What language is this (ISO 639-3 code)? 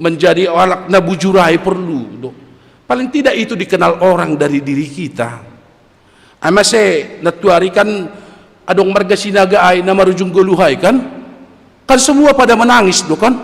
bts